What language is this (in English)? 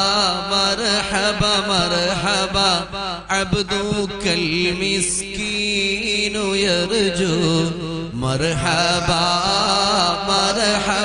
Malayalam